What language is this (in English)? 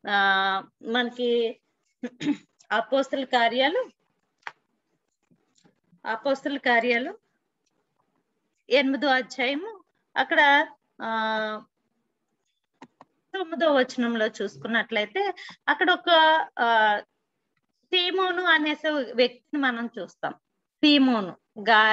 Telugu